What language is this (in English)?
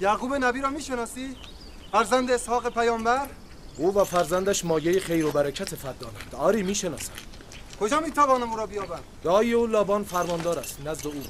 Tajik